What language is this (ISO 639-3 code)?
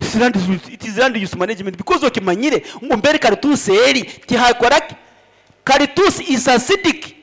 nyn